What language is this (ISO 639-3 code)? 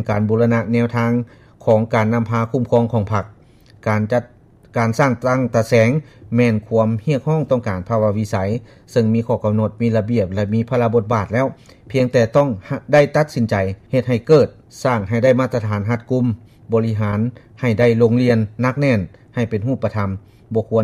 lao